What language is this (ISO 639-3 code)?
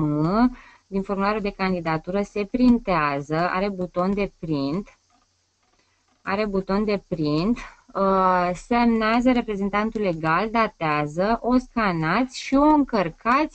ron